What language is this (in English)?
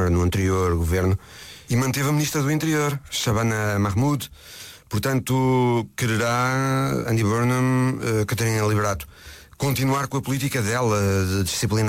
Portuguese